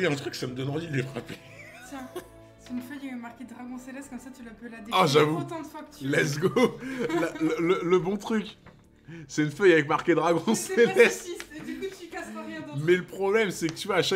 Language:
French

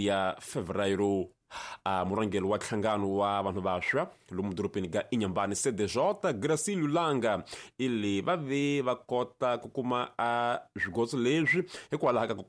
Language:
Tsonga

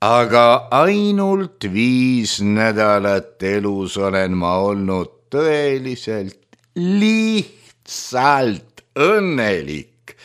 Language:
Estonian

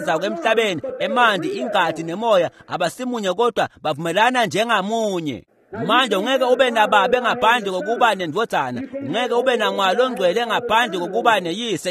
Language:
Swati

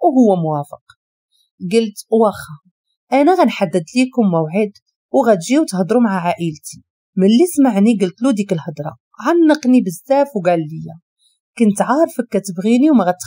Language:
Moroccan Arabic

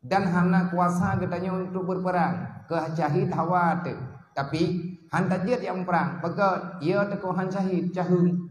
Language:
Achinese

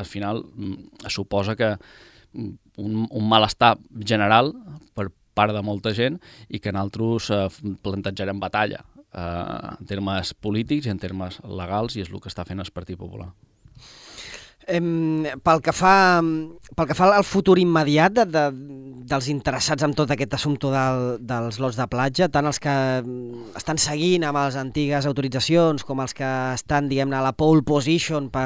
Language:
Catalan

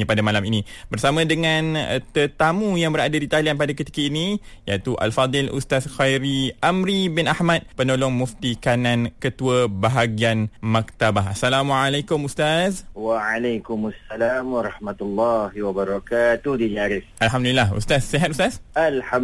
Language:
Malay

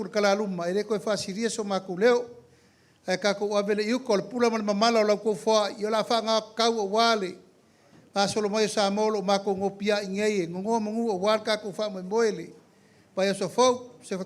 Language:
Samoan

